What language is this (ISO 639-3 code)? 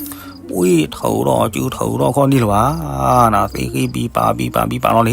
ksw